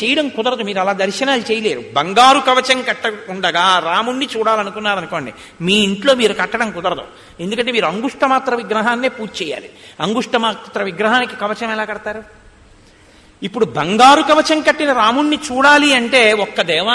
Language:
Telugu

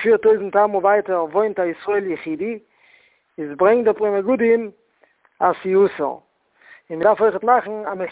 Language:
Yiddish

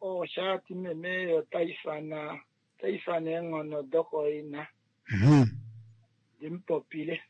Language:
Kuanyama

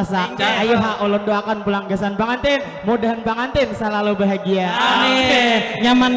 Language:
Banjar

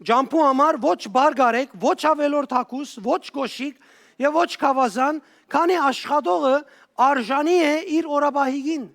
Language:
Western Armenian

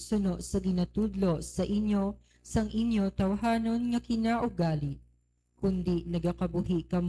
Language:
Hiligaynon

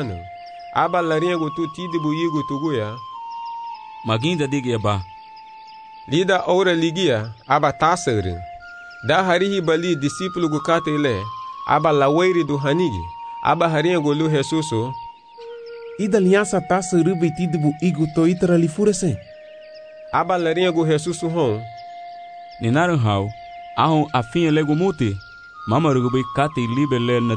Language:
Garifuna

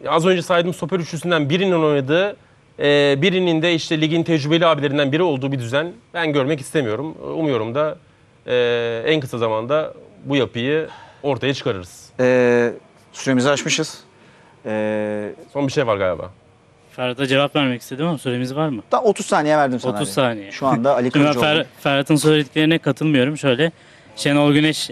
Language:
Turkish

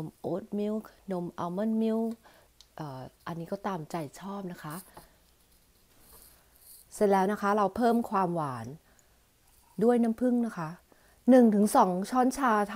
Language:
Thai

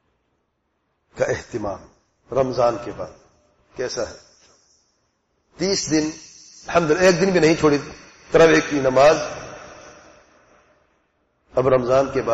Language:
Urdu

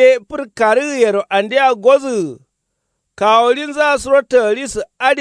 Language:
Kanuri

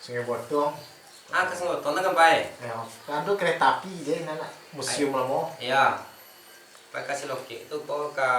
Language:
Minangkabau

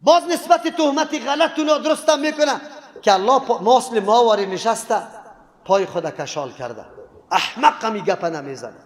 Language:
Persian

